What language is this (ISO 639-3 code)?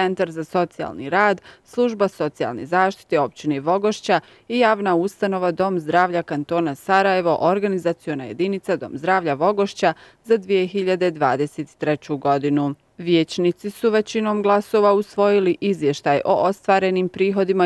bos